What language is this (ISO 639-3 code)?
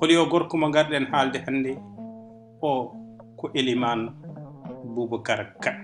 ful